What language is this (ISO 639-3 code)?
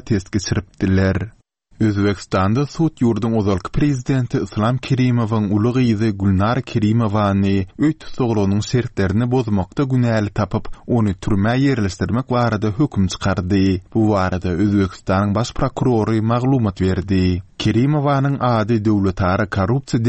tuk